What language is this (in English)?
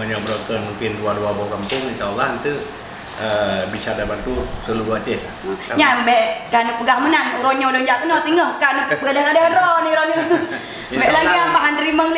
Achinese